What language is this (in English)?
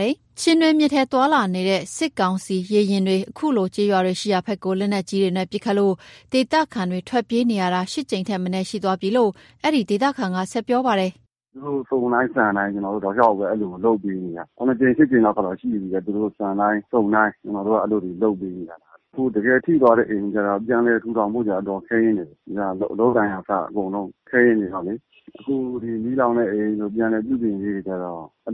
Burmese